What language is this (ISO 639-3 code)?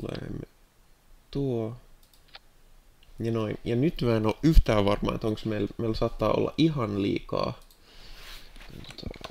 fin